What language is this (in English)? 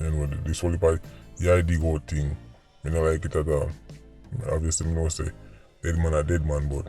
Jamaican Creole English